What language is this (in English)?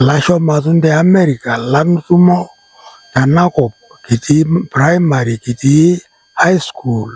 Masai